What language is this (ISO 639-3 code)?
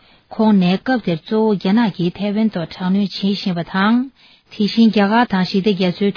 bod